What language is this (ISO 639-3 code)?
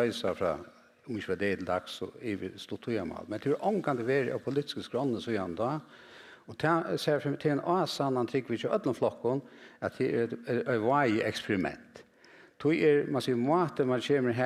fao